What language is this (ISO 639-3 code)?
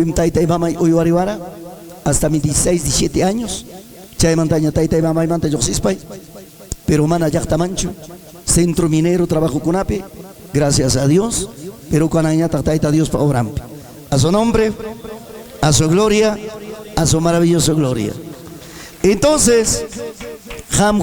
quy